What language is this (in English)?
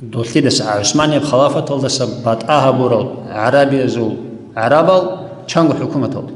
Avaric